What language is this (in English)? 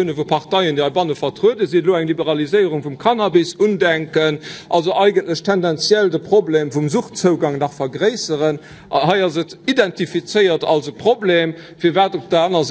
Luxembourgish